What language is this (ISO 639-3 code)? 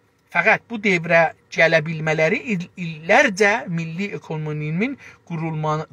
azb